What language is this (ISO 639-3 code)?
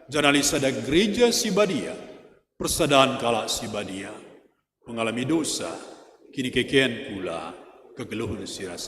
btx